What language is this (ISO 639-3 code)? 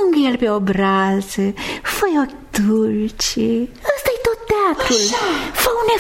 ron